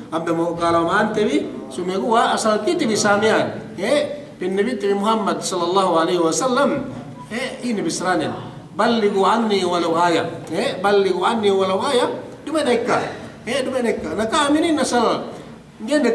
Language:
Yakan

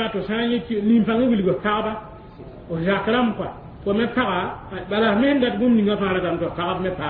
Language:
Mossi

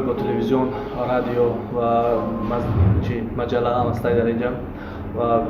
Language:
Tajik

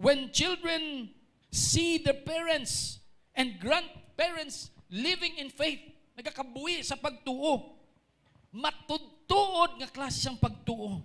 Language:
Hiligaynon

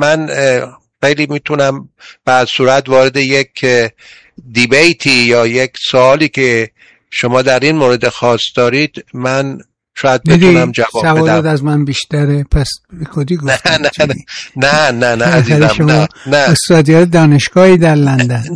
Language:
Persian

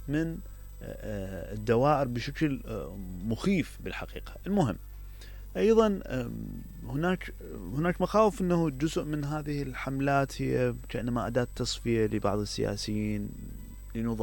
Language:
Mesopotamian Arabic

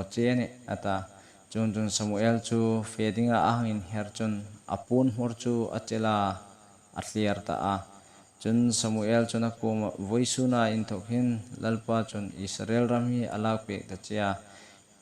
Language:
Hmar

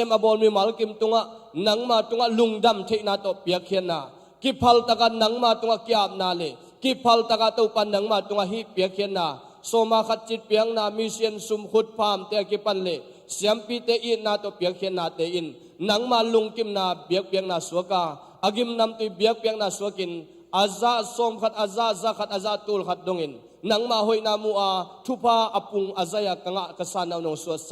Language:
Tedim Chin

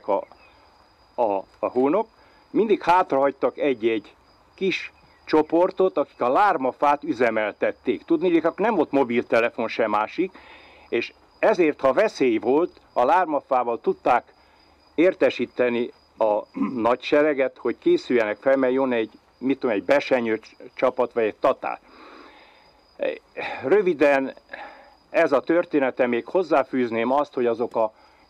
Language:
Hungarian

